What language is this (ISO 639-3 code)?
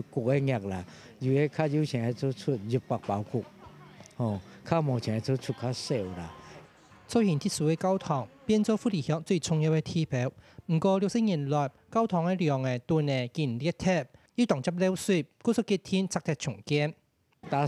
hak